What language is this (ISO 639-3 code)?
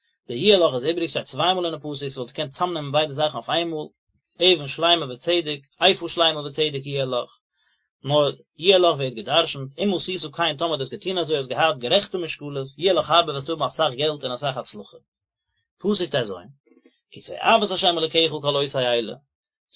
yid